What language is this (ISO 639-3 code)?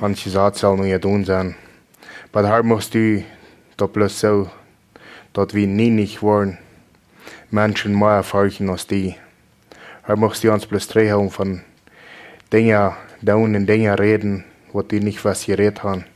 pdt